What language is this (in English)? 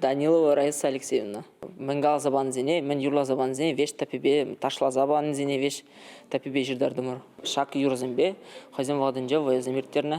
Chuvash